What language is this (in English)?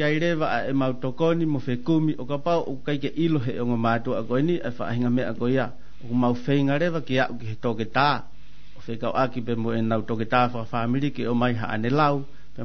Tongan